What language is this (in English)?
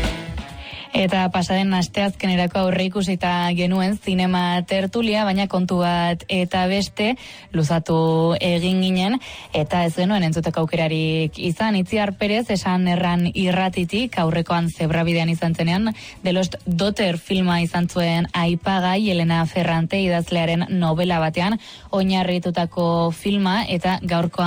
Basque